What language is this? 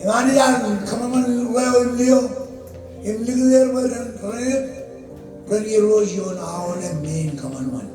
Marshallese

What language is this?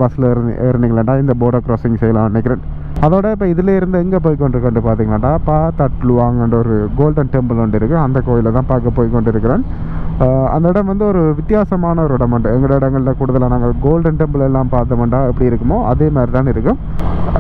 Tamil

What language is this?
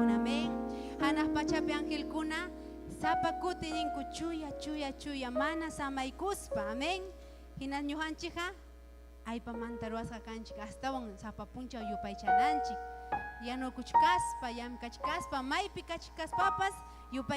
Ayacucho Quechua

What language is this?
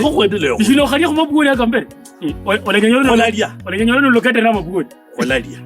Kabras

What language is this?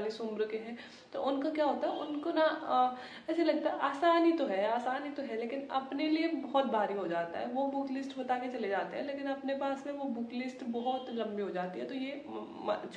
Hindi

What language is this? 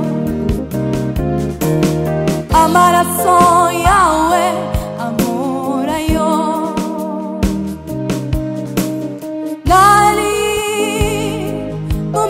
Kinyarwanda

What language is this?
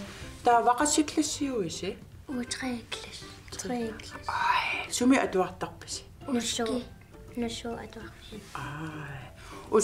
Kalaallisut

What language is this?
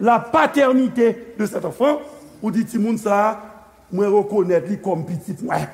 Haitian Creole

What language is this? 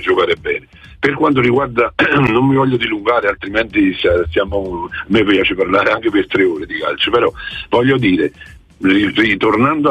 Italian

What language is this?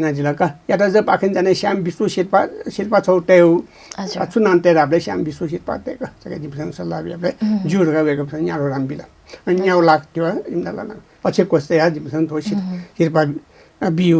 Newari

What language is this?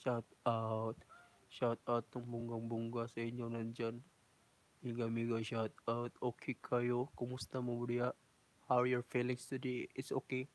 Cebuano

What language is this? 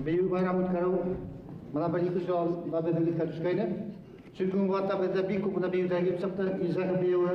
Bashkir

